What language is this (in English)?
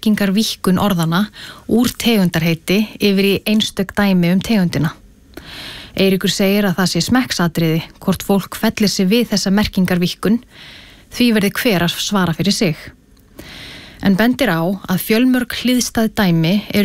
Icelandic